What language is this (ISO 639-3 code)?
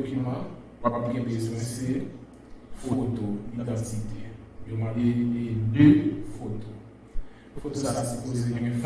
hat